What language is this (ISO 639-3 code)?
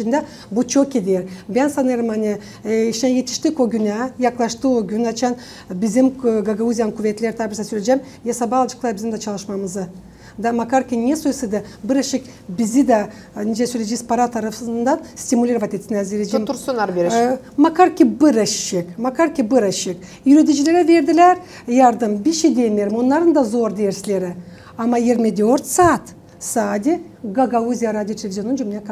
gag